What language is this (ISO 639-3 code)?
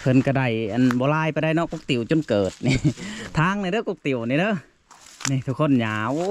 lao